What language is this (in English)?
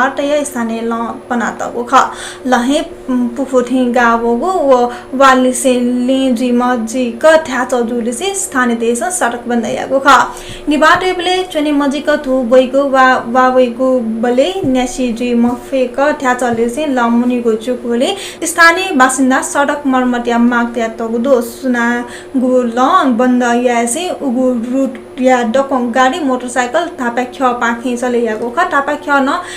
Newari